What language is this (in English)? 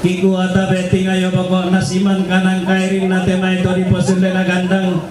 Toraja-Sa'dan